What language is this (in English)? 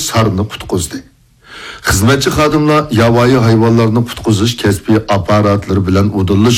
Uyghur